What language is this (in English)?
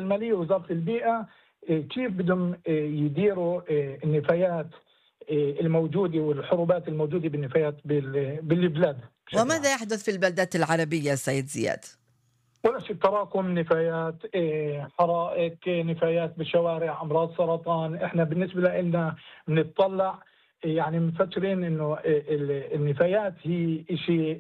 North Levantine Arabic